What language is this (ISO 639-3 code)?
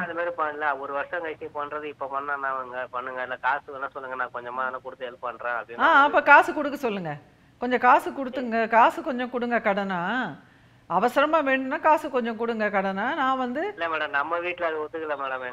tam